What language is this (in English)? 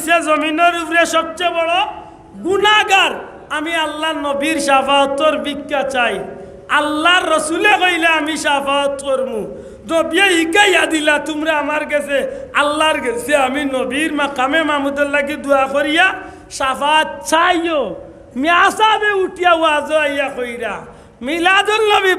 Sylheti